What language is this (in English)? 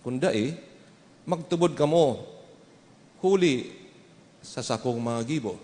Bikol